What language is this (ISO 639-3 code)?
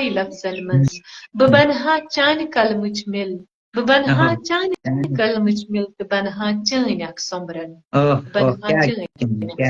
kas